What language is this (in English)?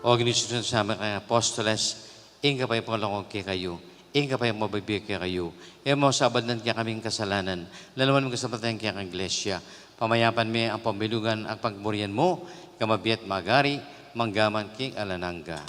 Pampanga